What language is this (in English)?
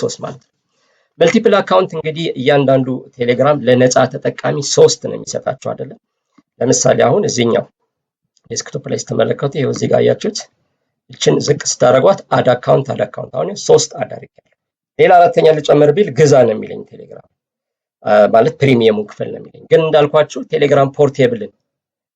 Amharic